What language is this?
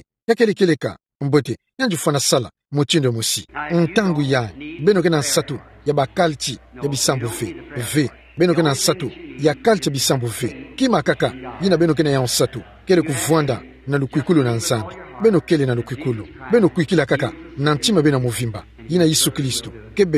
Kituba (Democratic Republic of Congo)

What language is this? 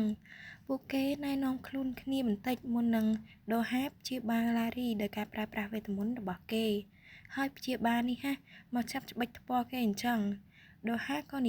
Khmer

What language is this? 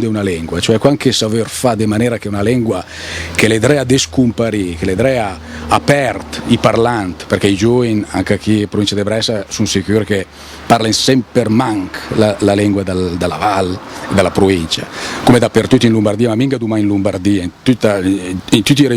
Lombard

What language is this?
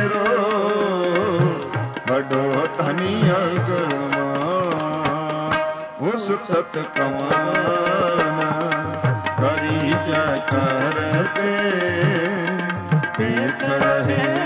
Punjabi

